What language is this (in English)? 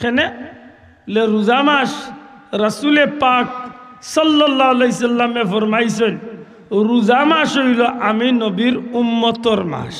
Sylheti